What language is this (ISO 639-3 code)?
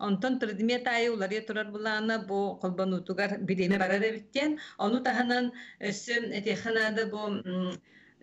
sah